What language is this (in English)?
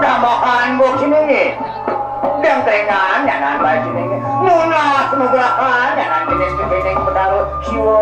Balinese